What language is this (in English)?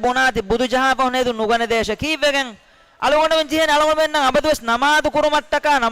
Divehi